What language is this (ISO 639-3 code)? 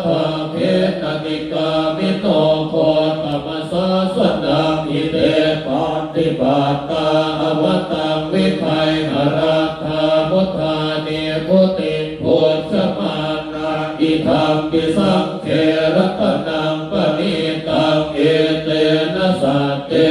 pli